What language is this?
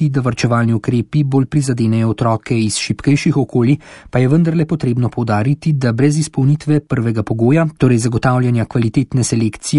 Slovenian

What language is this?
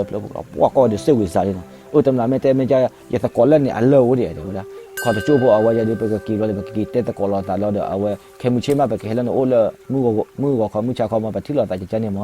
S'gaw Karen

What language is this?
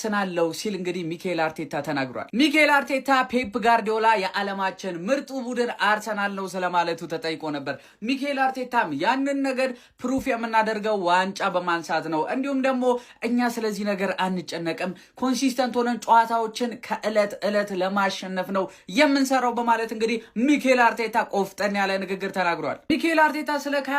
Amharic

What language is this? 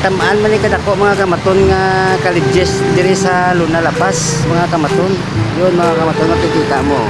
Hiligaynon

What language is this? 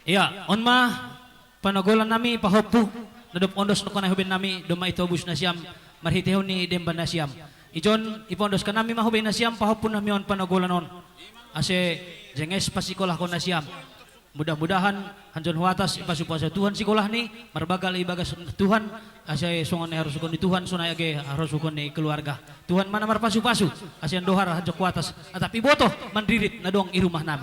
Batak Simalungun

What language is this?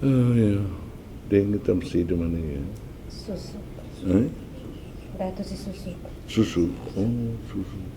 Tetum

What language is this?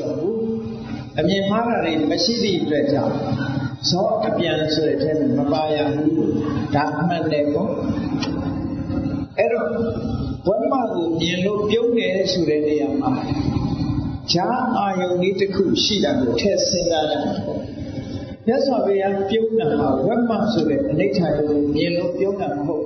Burmese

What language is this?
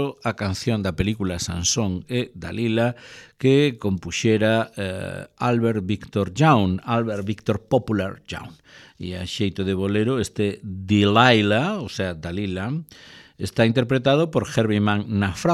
Galician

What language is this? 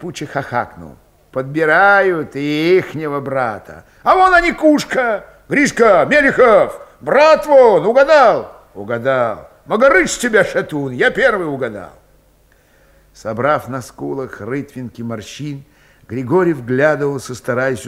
Russian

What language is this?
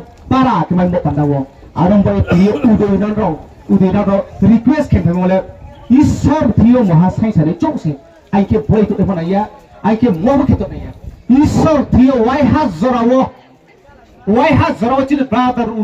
Riang (India)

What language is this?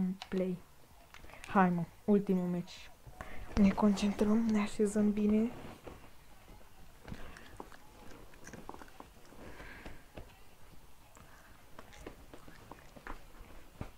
Romanian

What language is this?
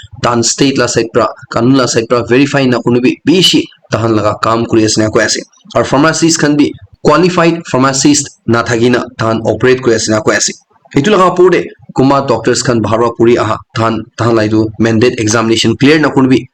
Naga Pidgin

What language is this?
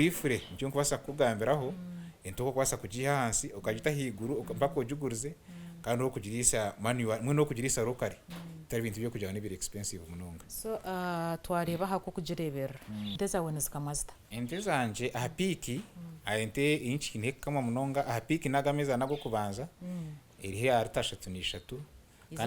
Nyankole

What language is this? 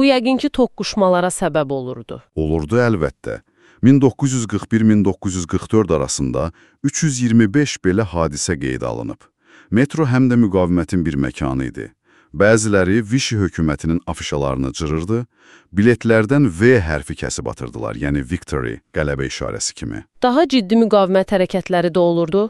Azerbaijani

